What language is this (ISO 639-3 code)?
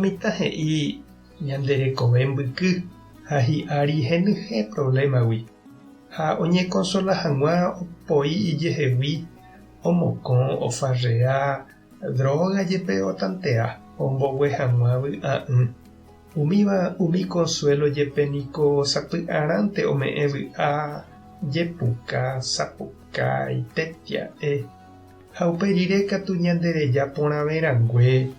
grn